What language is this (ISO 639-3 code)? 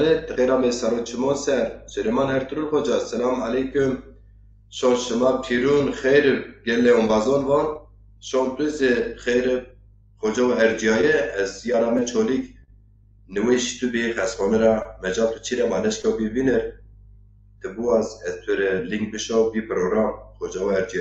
zza